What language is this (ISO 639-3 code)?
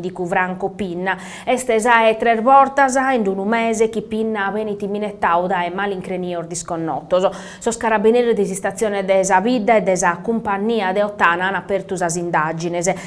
srd